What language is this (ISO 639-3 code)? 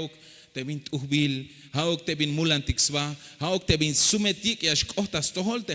tzh